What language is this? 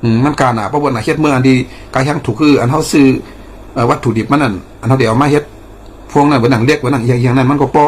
Shan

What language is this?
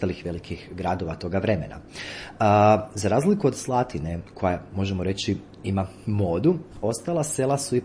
Croatian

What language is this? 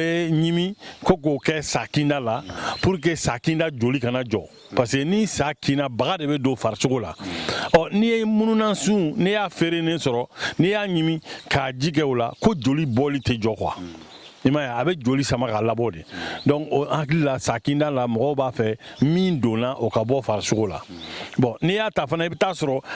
Bambara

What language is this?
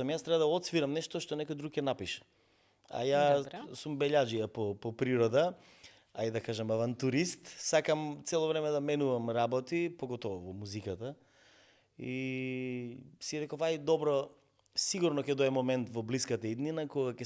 Macedonian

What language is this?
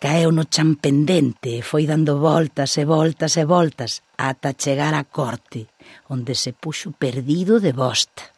Galician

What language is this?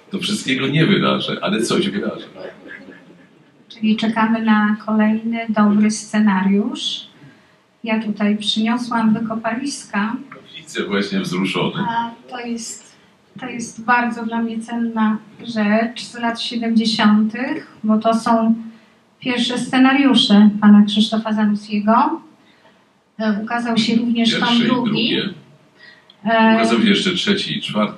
Polish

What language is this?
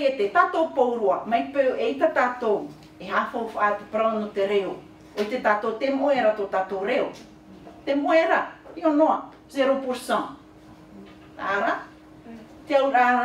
Tahitian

